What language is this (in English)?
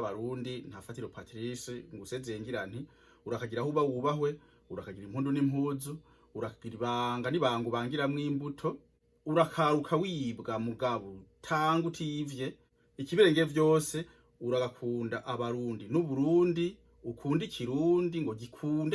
Rundi